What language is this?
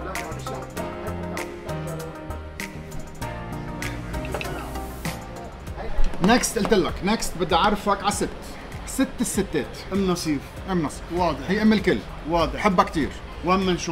North Levantine Arabic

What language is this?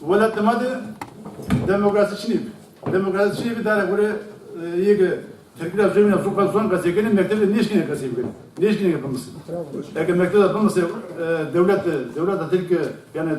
Zaza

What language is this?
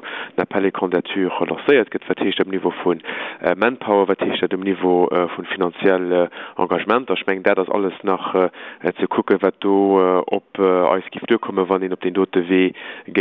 Luxembourgish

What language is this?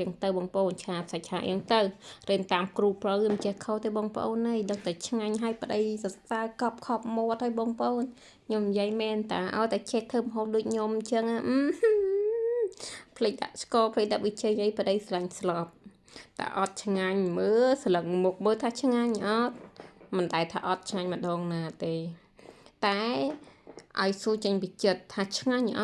Khmer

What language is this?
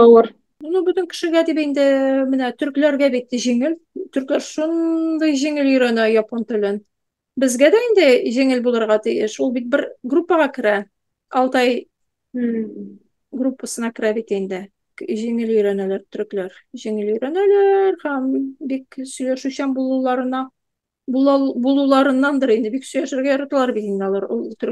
Tatar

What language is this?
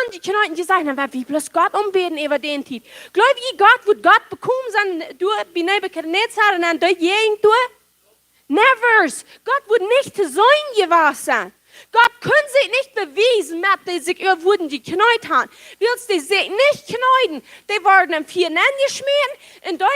Plautdietsch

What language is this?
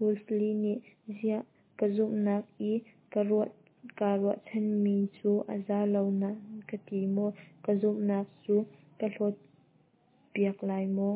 Hakha Chin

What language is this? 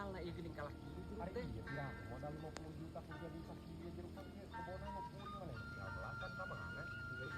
Sundanese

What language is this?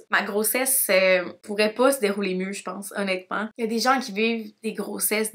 French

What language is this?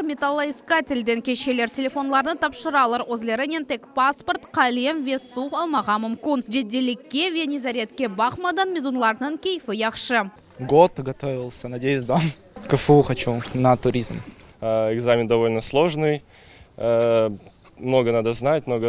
Crimean Tatar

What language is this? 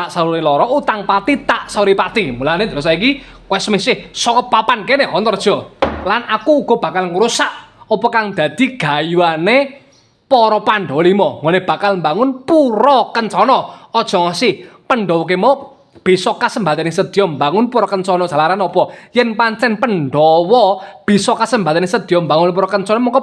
Javanese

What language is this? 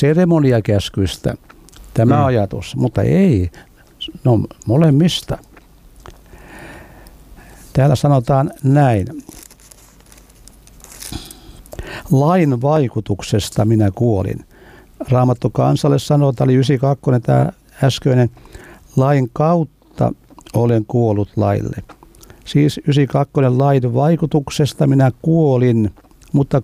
Finnish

